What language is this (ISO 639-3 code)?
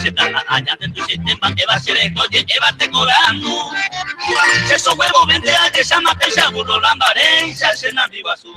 grn